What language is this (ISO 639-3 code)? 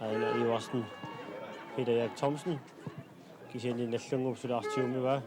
kal